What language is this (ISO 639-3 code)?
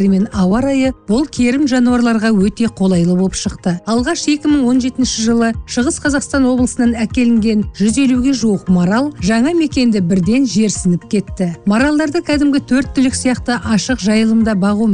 kaz